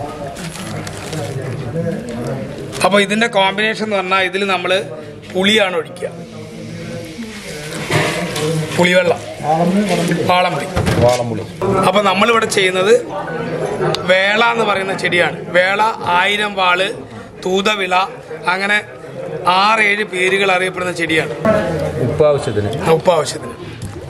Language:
Malayalam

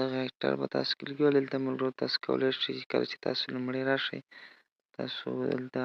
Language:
Pashto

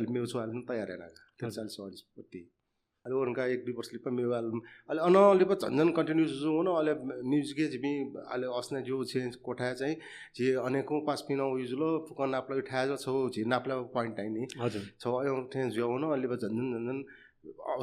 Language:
Newari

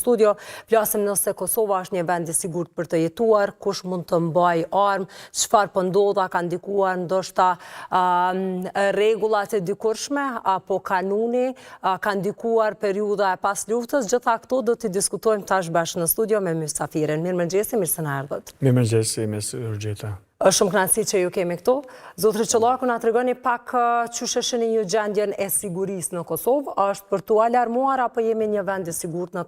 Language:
Albanian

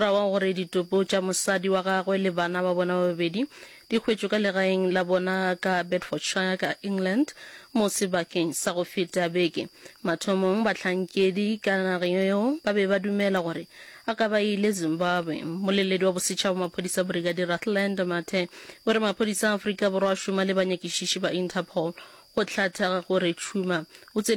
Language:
Northern Sotho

